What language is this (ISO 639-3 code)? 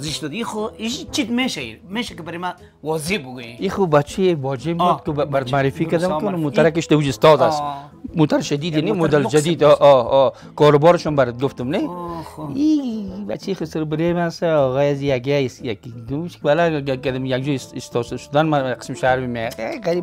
fas